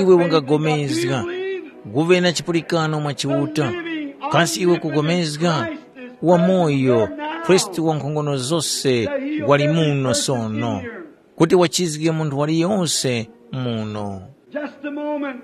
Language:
Tumbuka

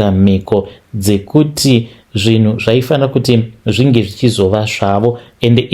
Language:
Shona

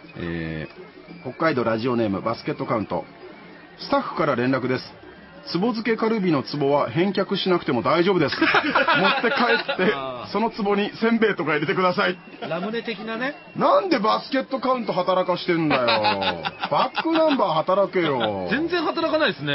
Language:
Japanese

